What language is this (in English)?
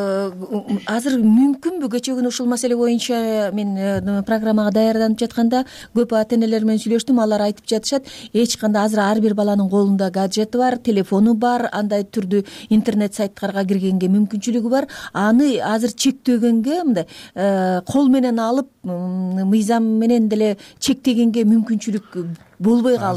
Kyrgyz